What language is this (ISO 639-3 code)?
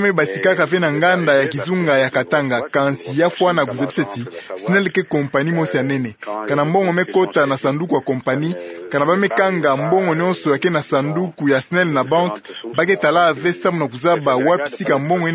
ktu